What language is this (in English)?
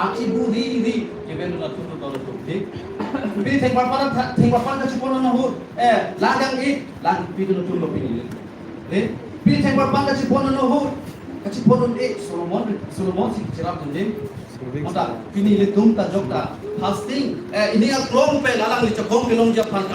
Karbi